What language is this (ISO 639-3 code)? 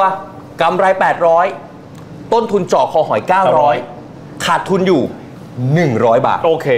tha